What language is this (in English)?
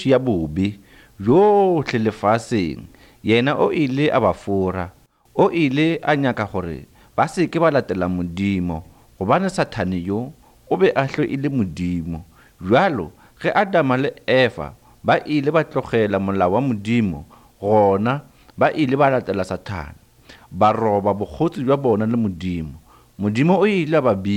Northern Sotho